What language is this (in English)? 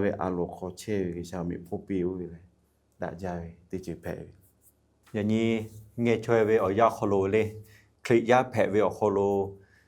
Lahu